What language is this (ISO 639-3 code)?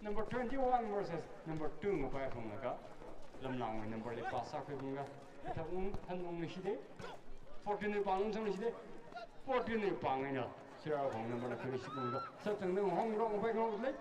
nmf